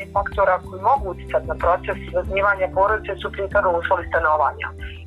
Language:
Bosnian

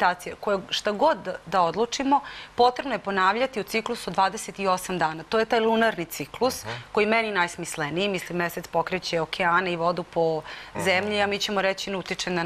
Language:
Serbian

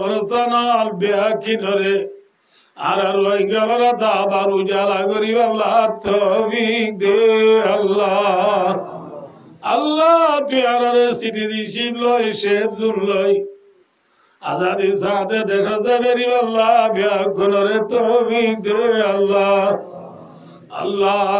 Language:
Rohingya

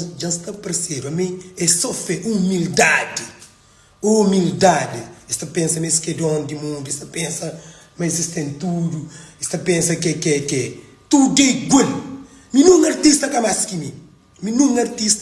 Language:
Kabuverdianu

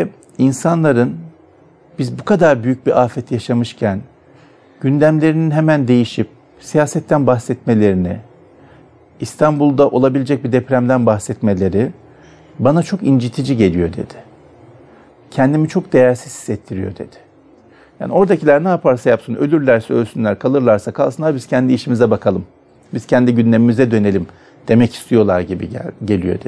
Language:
Turkish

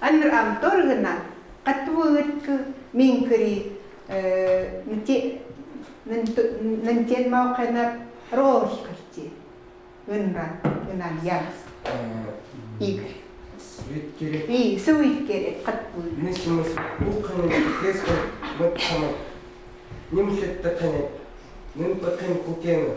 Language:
Chukot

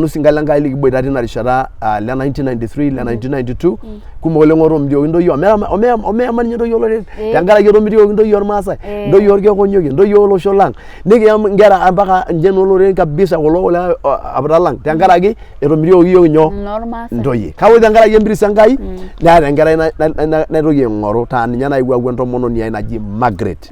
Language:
Masai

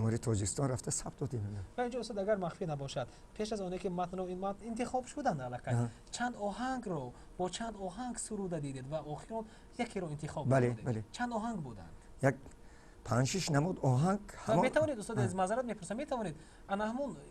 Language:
Tajik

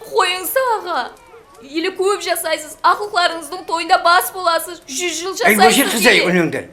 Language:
Kara-Kalpak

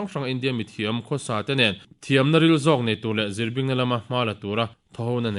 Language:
Mizo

